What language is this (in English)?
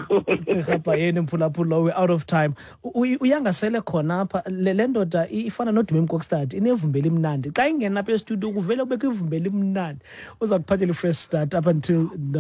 Xhosa